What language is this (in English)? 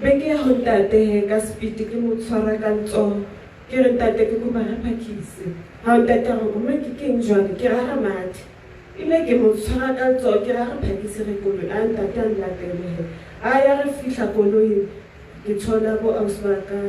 Southern Sotho